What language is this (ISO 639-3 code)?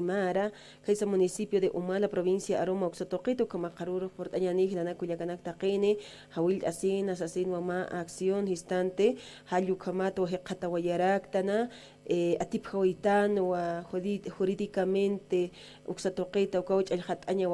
aym